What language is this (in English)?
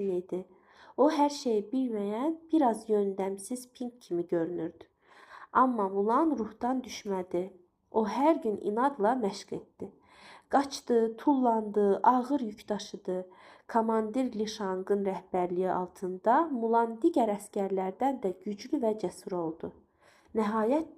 Azerbaijani